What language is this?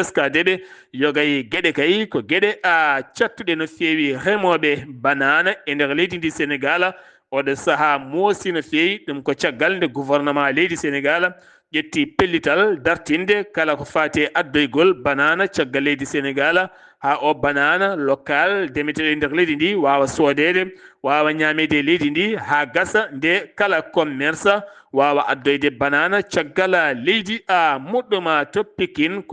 Fula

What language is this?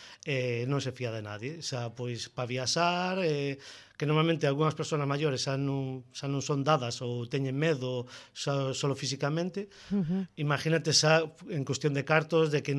Galician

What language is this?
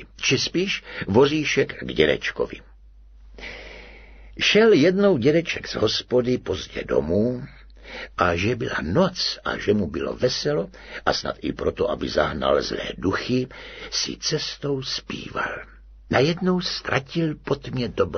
Czech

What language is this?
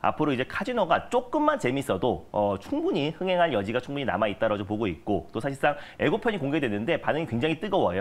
Korean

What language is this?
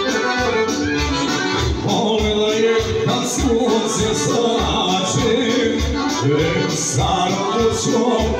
Croatian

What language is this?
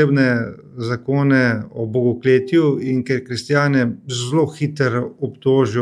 Slovenian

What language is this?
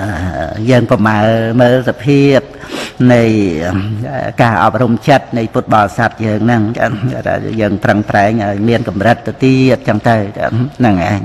Khmer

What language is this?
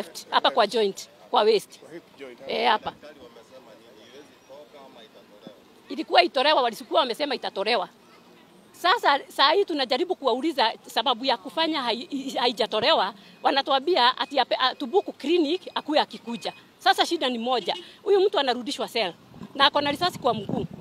Swahili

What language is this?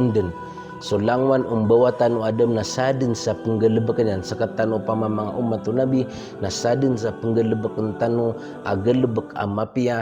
Maranao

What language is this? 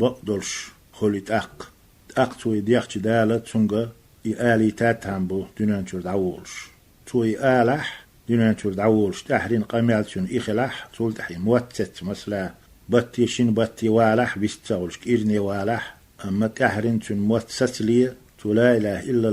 Chechen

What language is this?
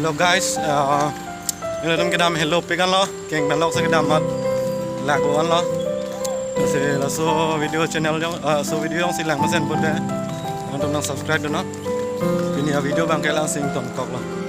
Karbi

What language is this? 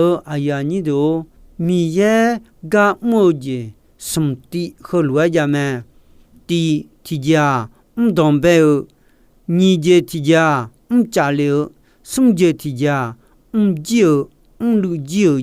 Akha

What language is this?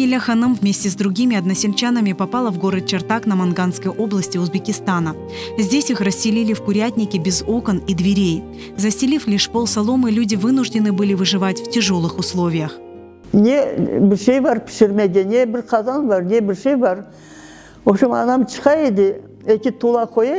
Crimean Tatar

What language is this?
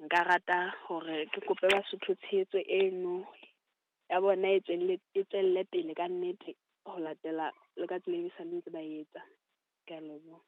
Southern Sotho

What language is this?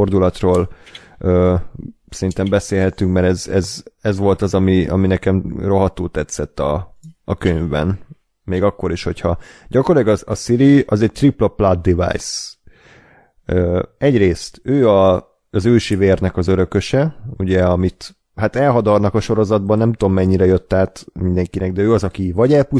Hungarian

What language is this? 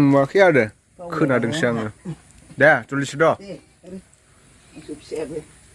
Bodo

